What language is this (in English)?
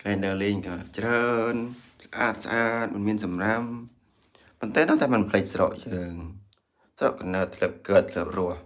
Khmer